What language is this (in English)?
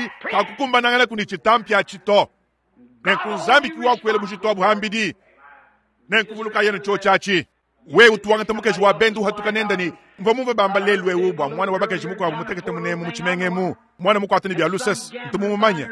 Luba-Lulua